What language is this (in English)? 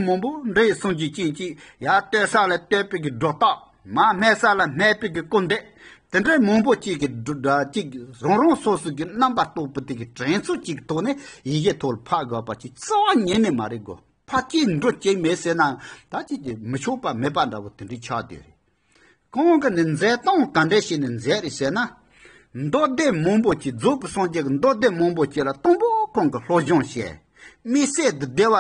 Tibetan